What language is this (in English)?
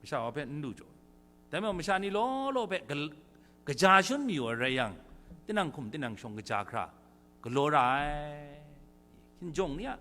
Kachin